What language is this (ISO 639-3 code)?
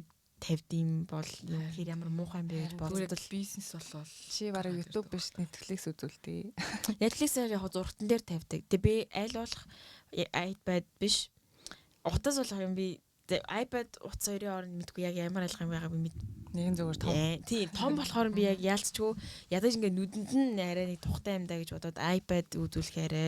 mon